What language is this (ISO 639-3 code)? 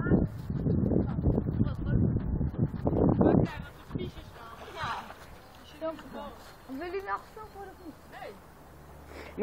nld